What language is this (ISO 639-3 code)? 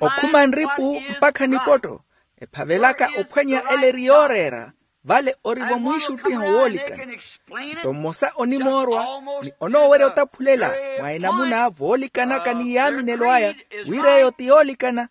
vmw